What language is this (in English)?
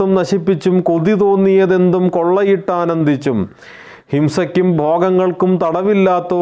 Malayalam